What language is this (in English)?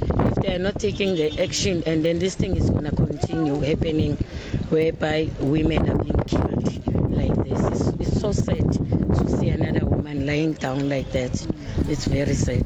Venda